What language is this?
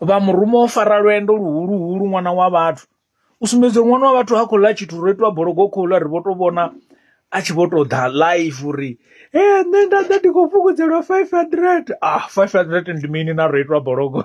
Venda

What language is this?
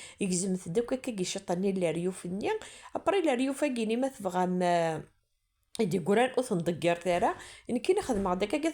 Kabyle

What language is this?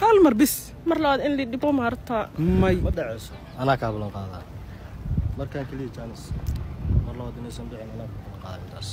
Somali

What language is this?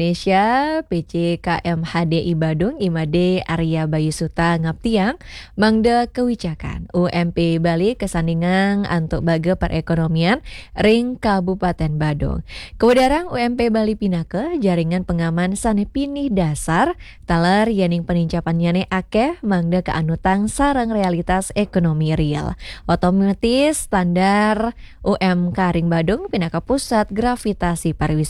Balinese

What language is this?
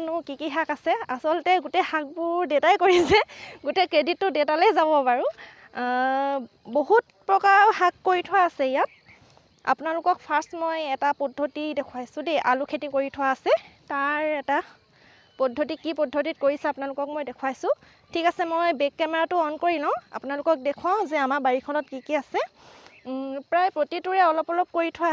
Assamese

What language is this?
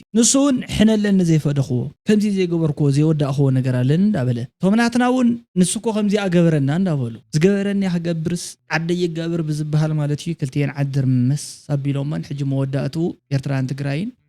Tigrinya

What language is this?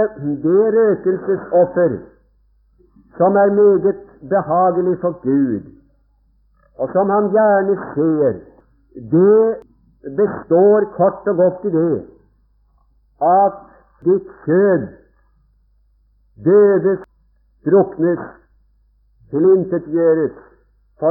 Norwegian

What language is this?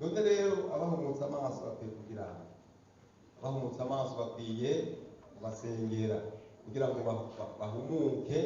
Rundi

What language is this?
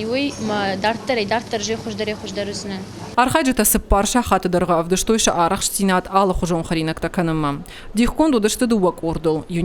Ossetic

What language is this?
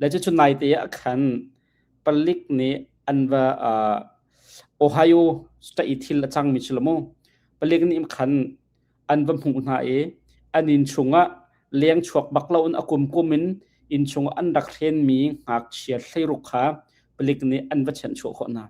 Hakha Chin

